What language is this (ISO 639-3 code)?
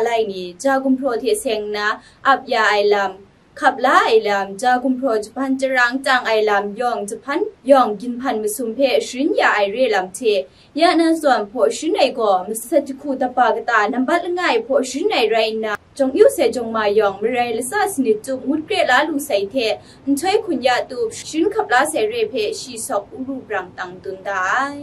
kac